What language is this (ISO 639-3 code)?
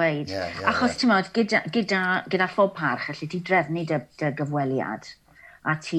cym